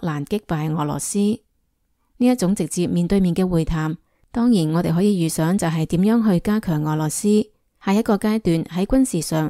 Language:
Cantonese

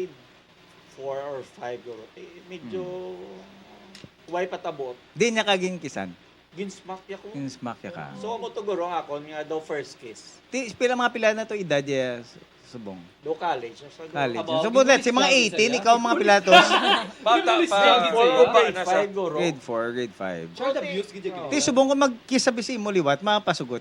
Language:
Hiligaynon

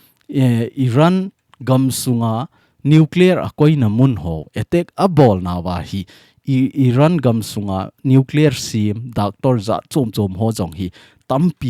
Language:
Thado Chin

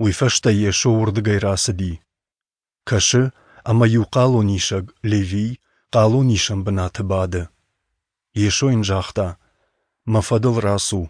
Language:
Ossetic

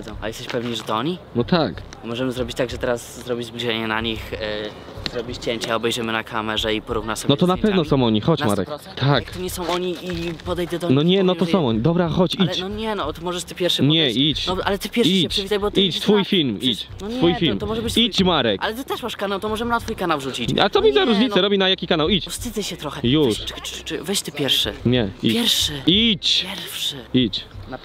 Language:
Polish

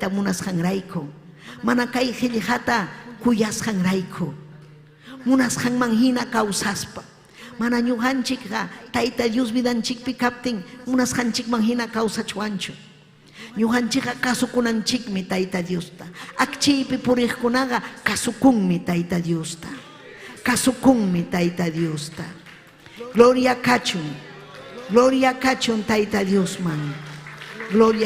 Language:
Ayacucho Quechua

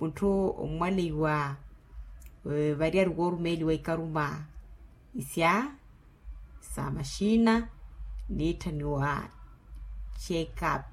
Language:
Makhuwa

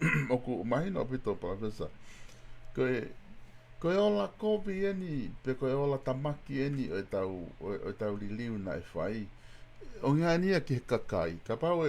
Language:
Tongan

